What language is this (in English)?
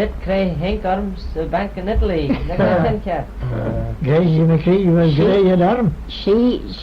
Manx